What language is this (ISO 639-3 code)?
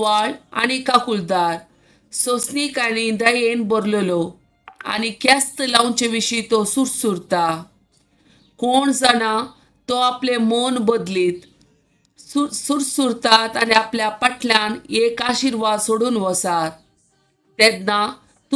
kok